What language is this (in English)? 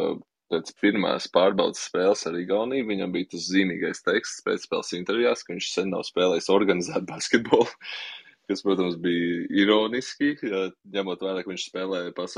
Latvian